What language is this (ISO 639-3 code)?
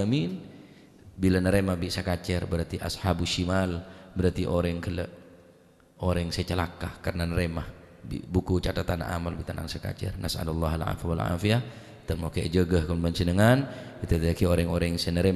mad